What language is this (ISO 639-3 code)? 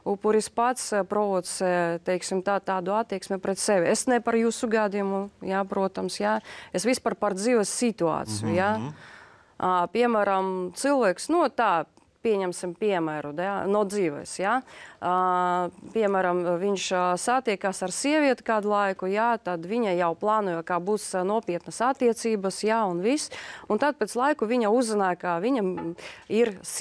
lav